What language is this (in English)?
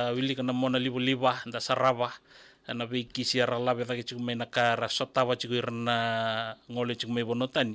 Fijian